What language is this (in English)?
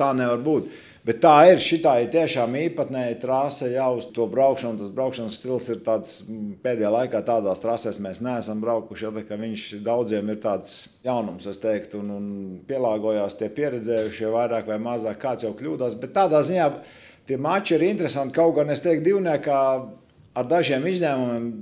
Latvian